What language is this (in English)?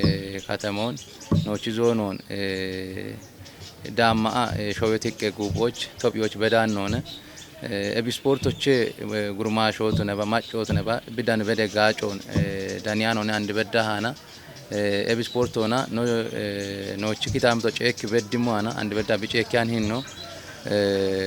Kafa